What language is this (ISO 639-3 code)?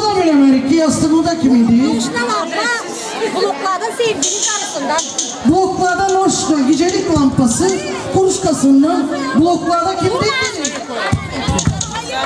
tur